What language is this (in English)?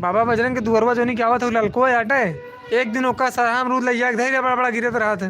Awadhi